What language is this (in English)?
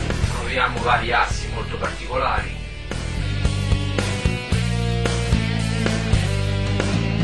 Italian